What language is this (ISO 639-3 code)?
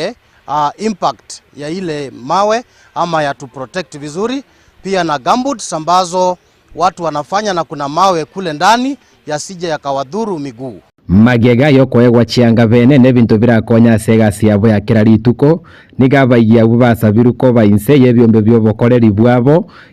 guz